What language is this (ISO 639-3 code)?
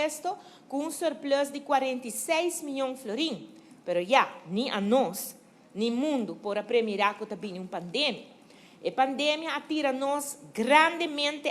pap